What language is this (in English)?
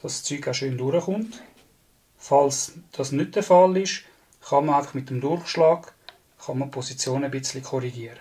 Swiss German